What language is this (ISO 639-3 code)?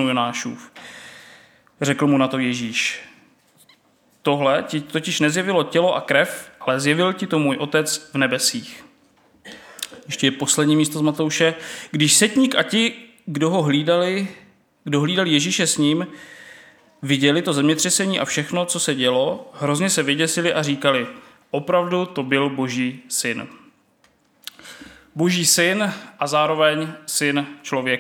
ces